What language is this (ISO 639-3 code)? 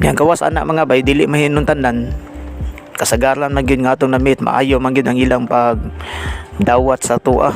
ceb